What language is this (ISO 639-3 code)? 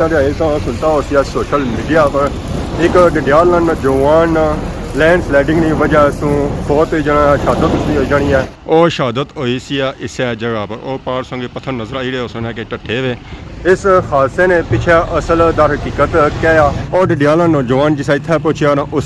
phr